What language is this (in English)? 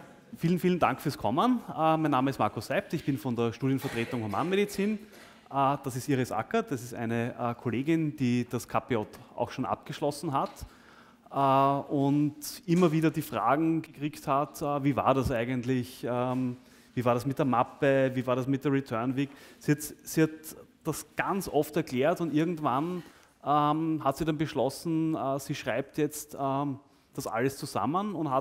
German